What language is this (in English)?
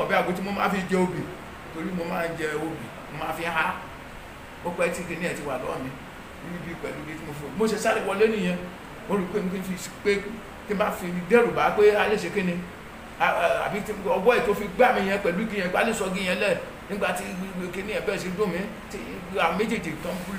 Yoruba